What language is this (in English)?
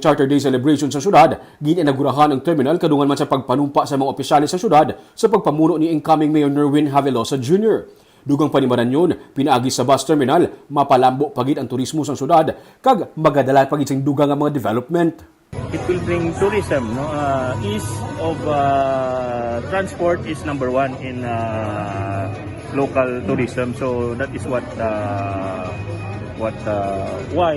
Hiligaynon